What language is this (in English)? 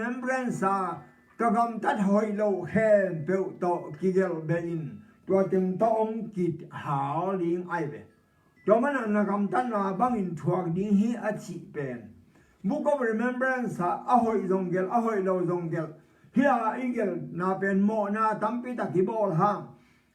Tedim Chin